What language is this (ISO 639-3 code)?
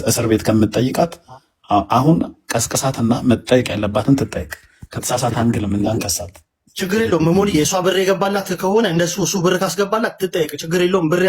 amh